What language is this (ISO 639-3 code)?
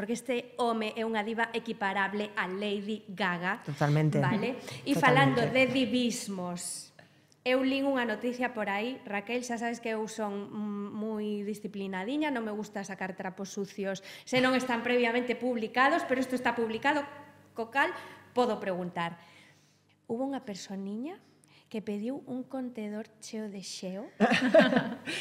glg